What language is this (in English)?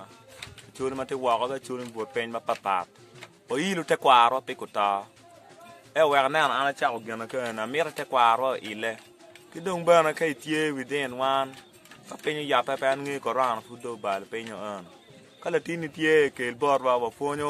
Acoli